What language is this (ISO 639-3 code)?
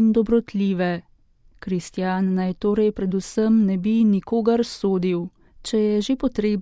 slv